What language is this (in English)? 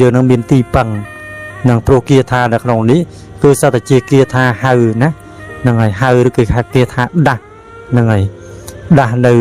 Khmer